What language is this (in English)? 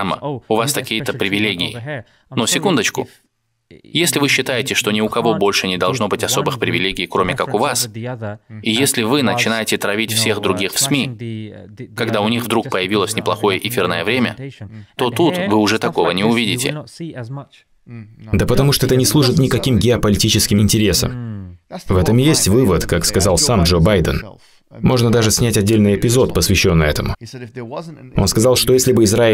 Russian